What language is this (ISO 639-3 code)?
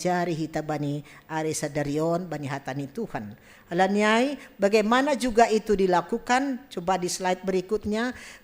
bts